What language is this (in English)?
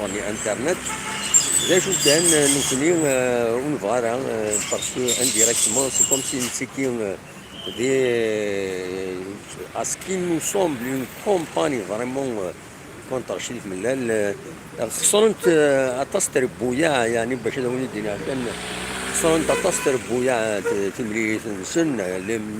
Kabyle